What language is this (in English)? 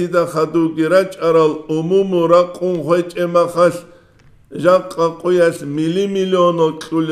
Avaric